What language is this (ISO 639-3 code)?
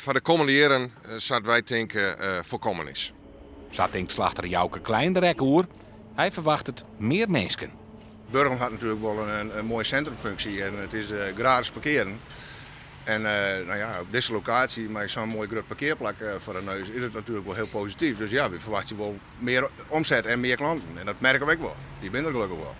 fry